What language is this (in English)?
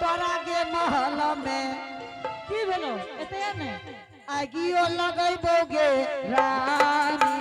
Angika